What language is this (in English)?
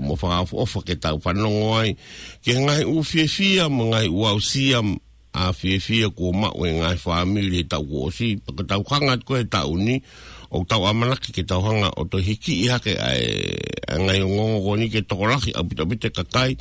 Tongan